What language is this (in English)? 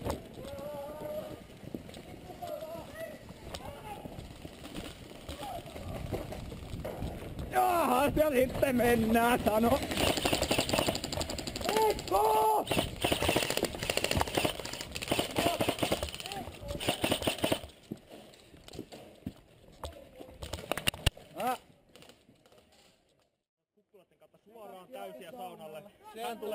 Finnish